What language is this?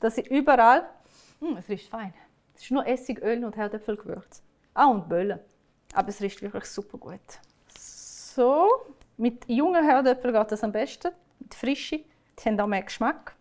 Swiss German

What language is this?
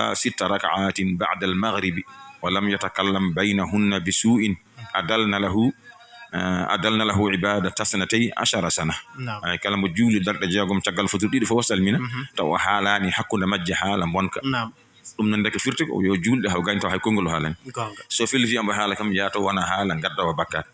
Fula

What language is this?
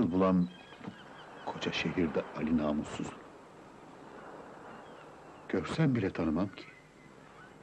Turkish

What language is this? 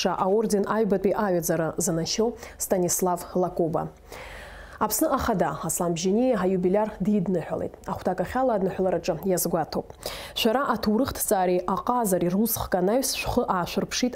Abkhazian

